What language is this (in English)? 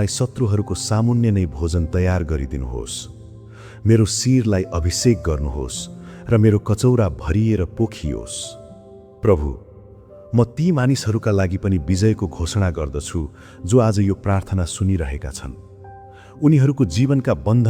Nepali